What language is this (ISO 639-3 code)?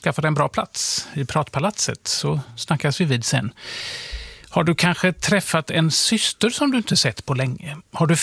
swe